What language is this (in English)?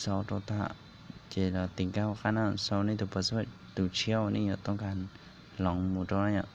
Hmong